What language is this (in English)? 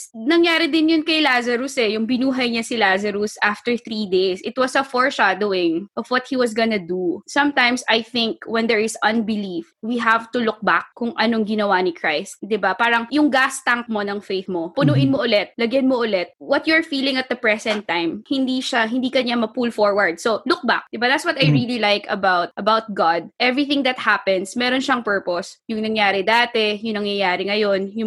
Filipino